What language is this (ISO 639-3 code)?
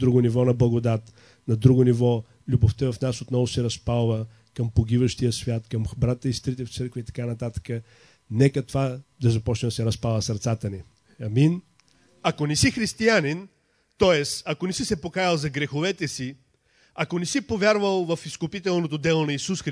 bul